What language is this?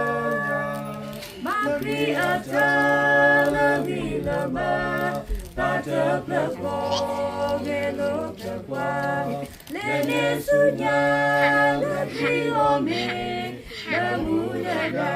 S'gaw Karen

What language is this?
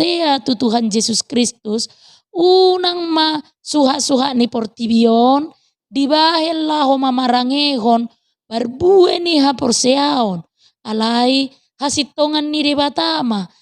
Batak Toba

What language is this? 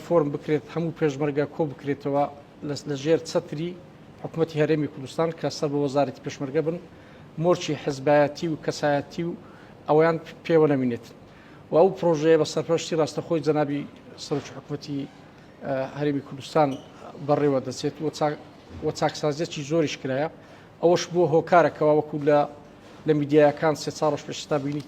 Central Kurdish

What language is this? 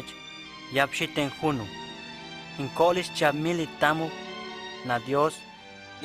Huastec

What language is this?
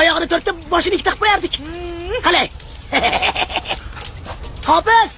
Uzbek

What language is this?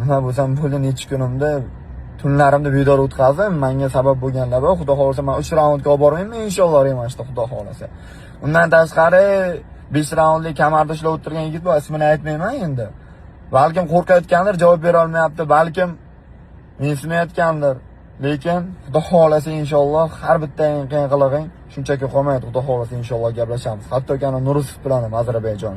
Uzbek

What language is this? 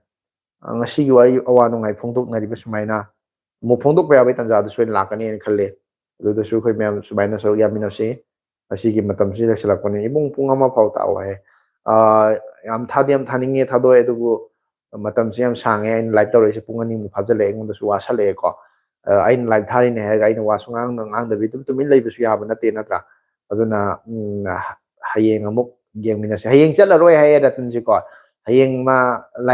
Manipuri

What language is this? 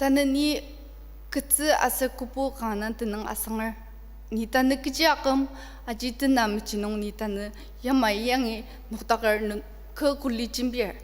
Ao Naga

